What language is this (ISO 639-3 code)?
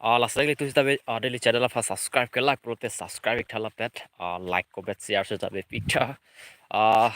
mjw